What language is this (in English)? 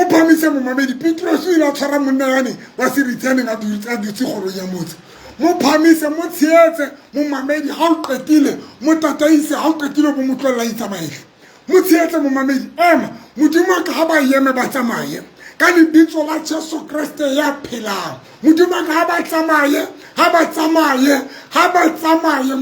Southern Sotho